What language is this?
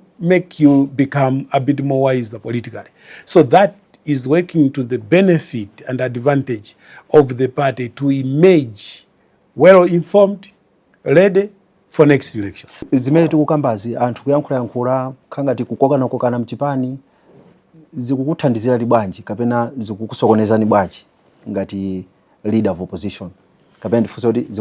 Nyanja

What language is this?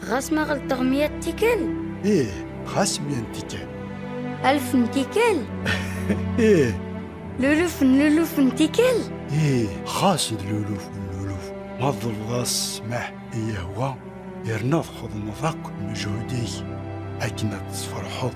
Kabyle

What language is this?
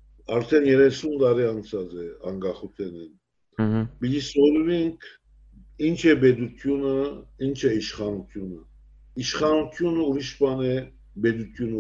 Western Armenian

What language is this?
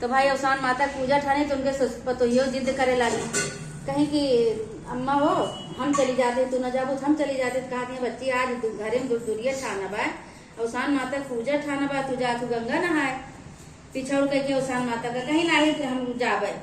Awadhi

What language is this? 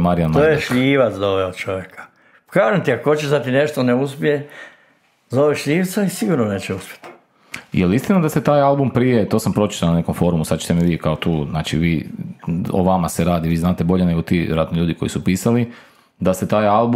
Croatian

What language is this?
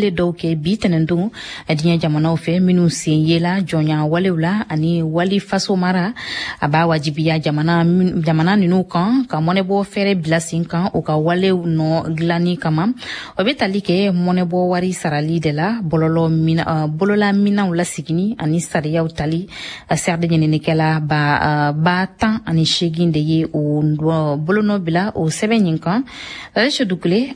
Bambara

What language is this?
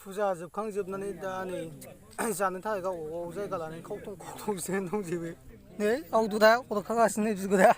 Bodo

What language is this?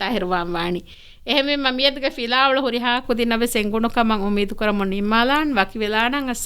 Divehi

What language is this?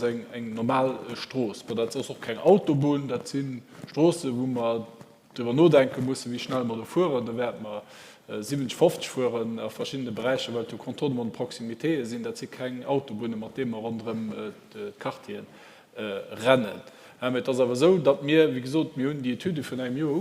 Luxembourgish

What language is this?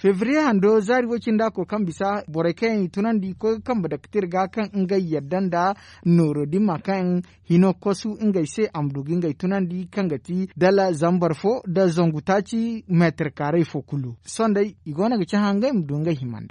Zarma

